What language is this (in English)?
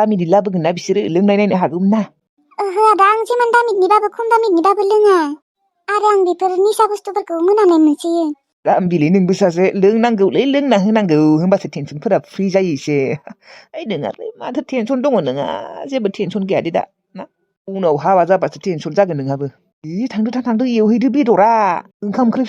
Bodo